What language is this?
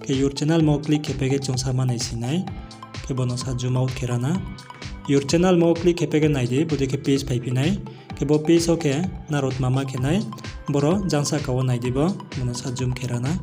Riang (India)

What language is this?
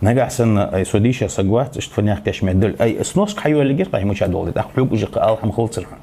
Ingush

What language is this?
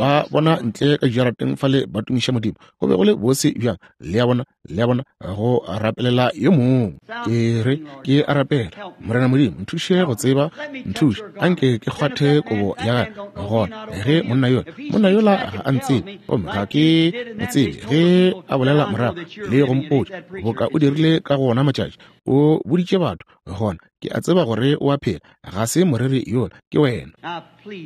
Northern Sotho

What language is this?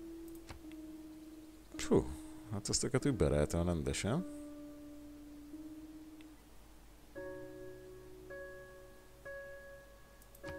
Hungarian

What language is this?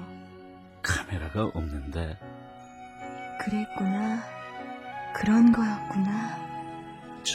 Korean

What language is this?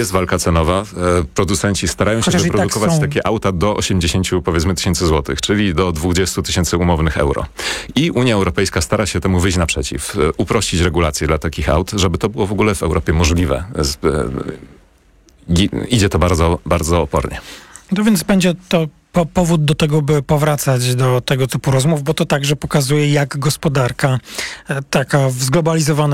Polish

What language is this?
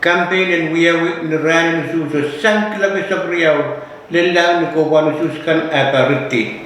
Pohnpeian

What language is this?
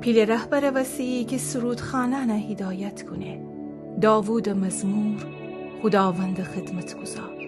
Gilaki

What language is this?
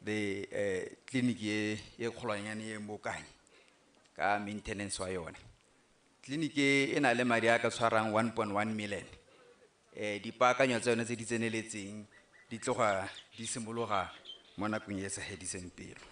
Tswana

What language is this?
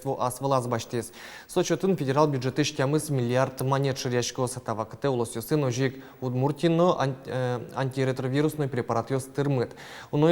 Udmurt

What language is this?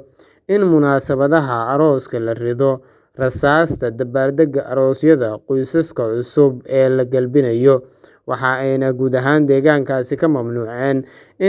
Somali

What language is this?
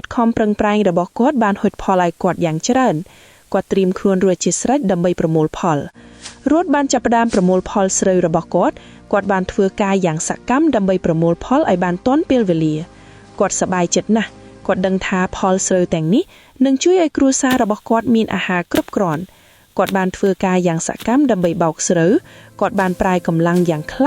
Khmer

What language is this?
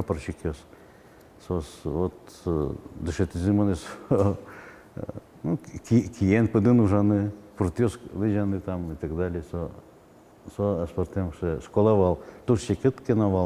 Udmurt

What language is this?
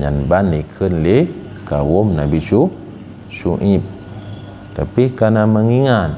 Achinese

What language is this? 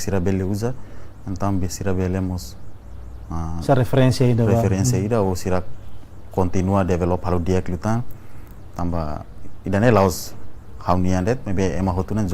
Tetum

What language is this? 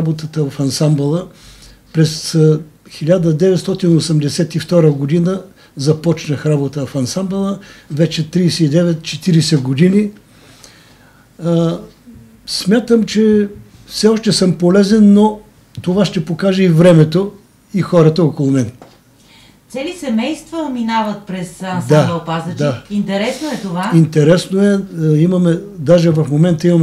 Bulgarian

